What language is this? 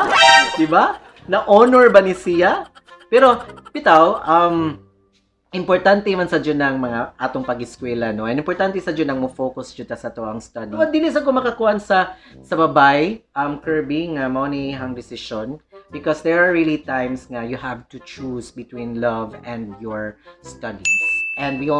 Cebuano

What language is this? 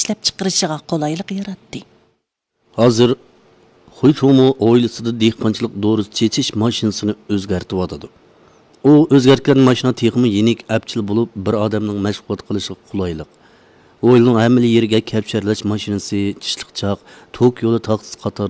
Uyghur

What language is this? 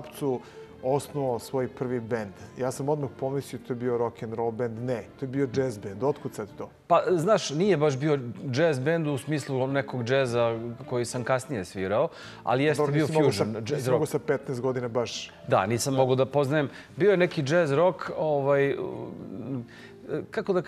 Serbian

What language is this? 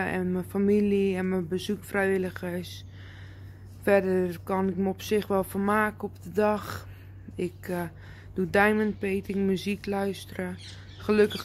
Dutch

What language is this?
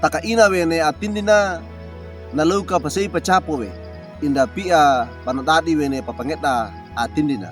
Wejewa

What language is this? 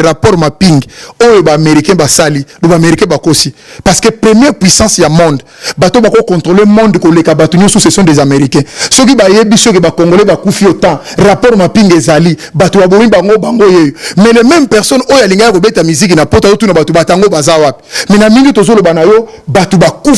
Lingala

